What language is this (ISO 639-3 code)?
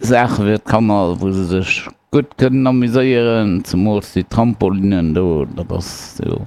ltz